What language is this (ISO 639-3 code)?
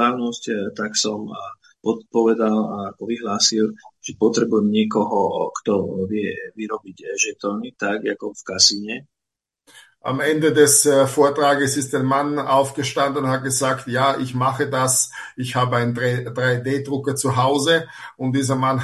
slk